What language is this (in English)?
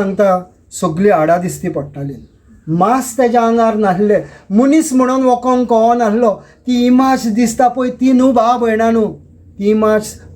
Konkani